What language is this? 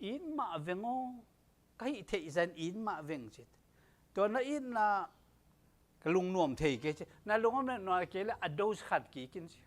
Tedim Chin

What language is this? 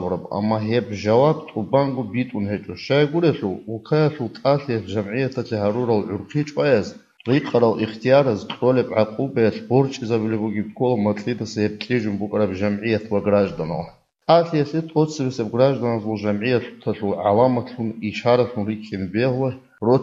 Avaric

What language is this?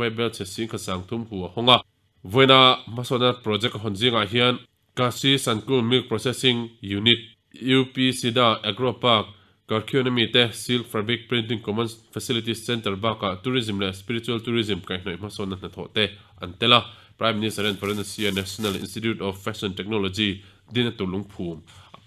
Mizo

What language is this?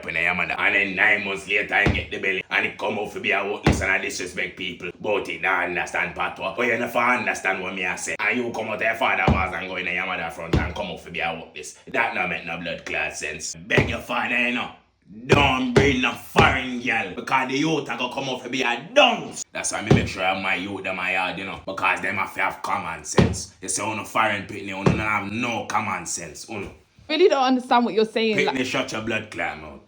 Jamaican Creole English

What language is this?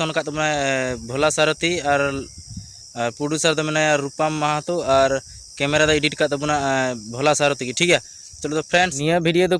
Santali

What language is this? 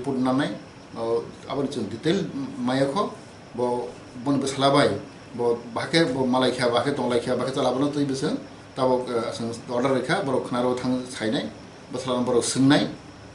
Kok Borok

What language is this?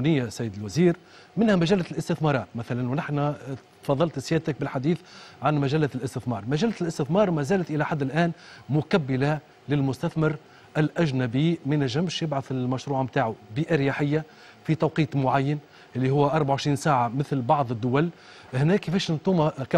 Tunisian Arabic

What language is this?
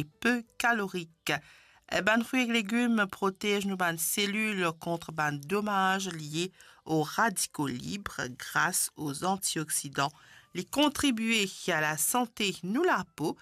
Morisyen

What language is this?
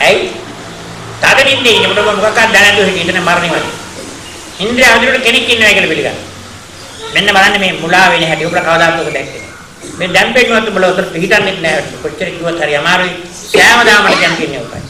Sinhala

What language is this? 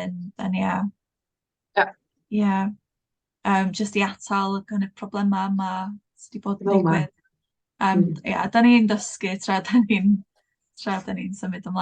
Welsh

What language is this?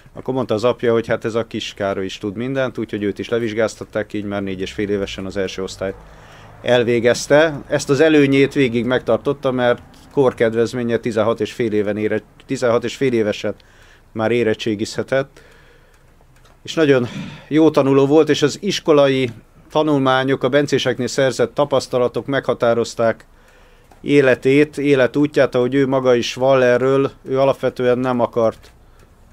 Hungarian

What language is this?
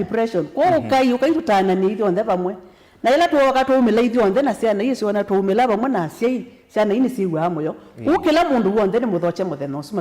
Kamba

